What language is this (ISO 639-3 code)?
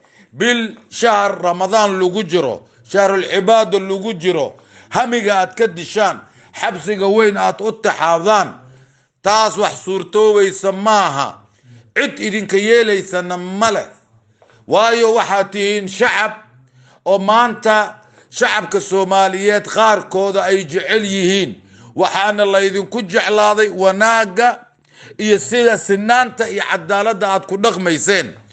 som